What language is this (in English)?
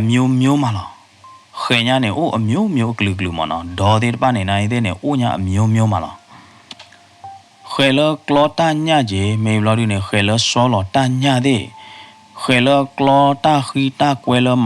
S'gaw Karen